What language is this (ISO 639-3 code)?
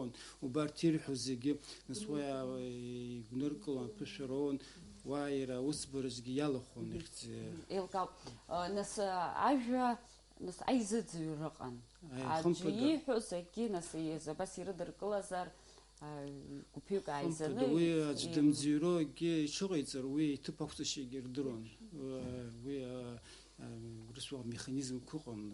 abk